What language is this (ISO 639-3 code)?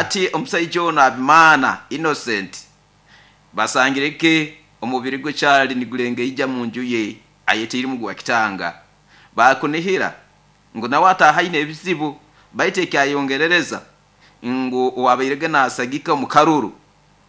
nyo